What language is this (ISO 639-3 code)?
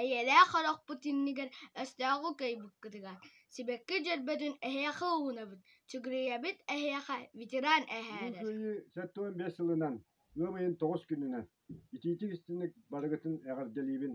sah